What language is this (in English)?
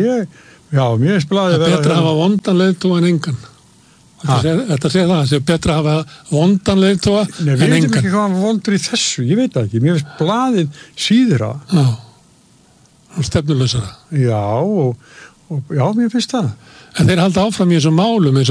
Icelandic